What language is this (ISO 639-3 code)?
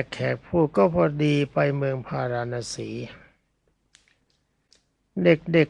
tha